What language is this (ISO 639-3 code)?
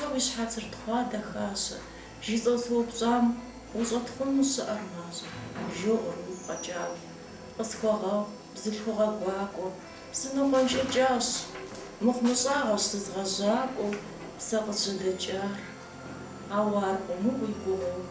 kbd